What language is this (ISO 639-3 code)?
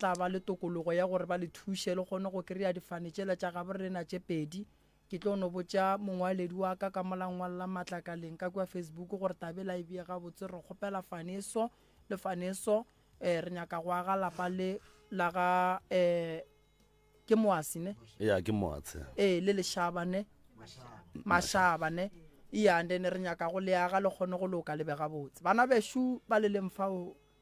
nso